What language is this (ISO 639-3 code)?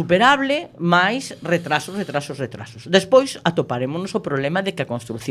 glg